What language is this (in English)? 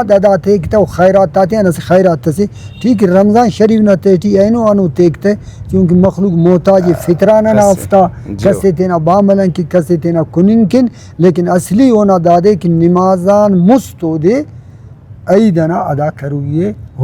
Brahui